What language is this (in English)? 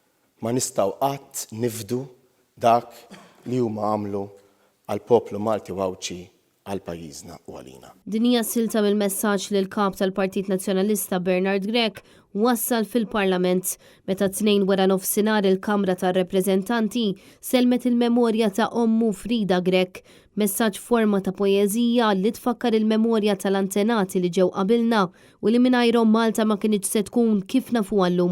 Maltese